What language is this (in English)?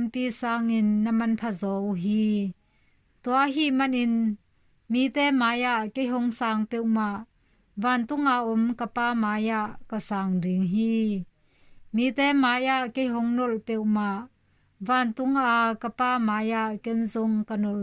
Tedim Chin